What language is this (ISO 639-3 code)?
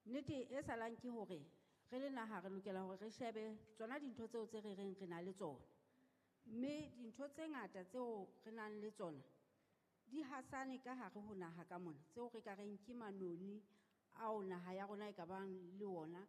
sot